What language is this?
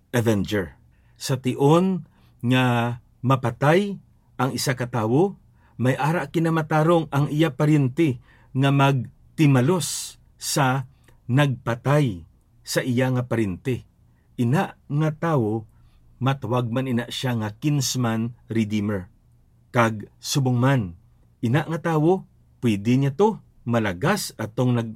Hiligaynon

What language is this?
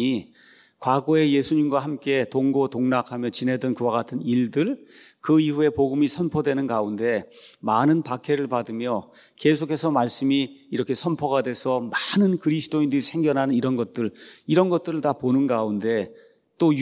Korean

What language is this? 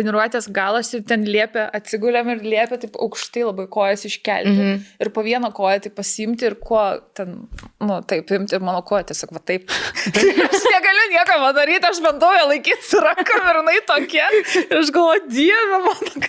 Lithuanian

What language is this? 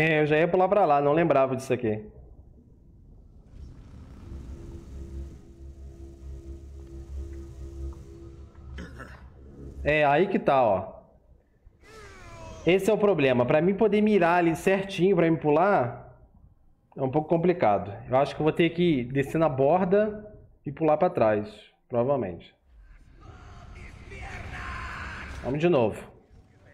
Portuguese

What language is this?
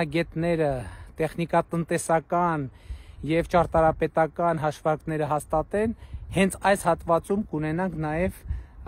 Armenian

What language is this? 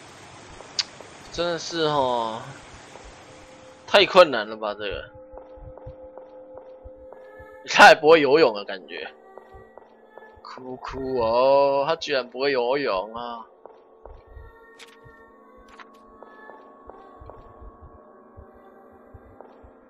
Chinese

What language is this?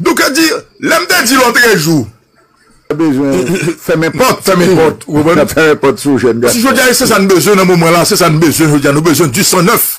Haitian Creole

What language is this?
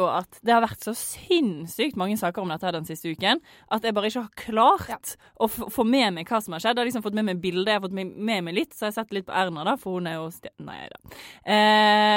Norwegian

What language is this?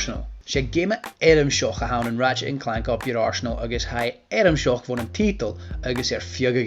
Scottish Gaelic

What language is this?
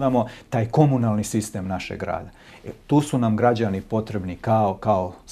Serbian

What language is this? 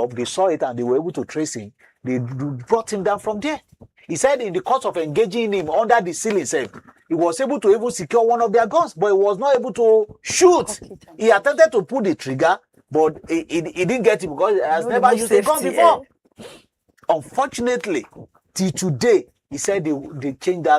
Nigerian Pidgin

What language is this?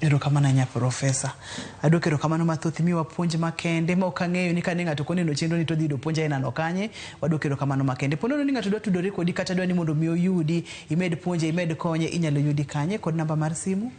Luo (Kenya and Tanzania)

